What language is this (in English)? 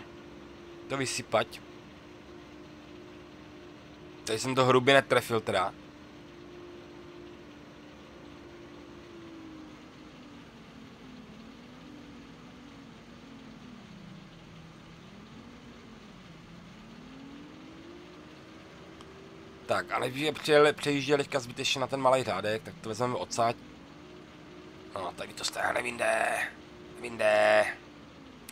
Czech